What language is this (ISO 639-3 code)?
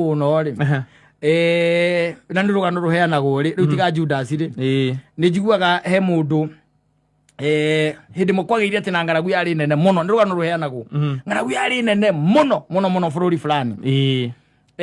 kik